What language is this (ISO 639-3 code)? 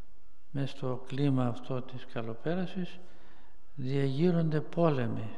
ell